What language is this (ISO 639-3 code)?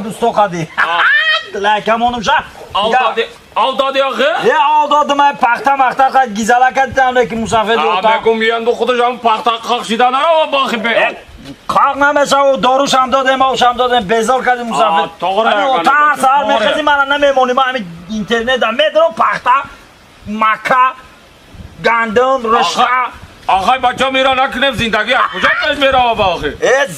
tgk